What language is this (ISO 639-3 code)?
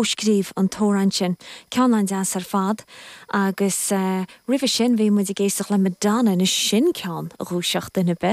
gle